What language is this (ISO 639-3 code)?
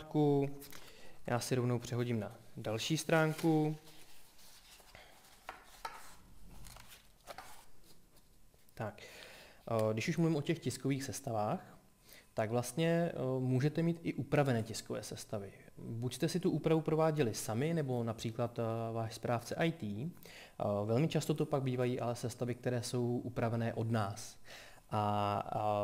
ces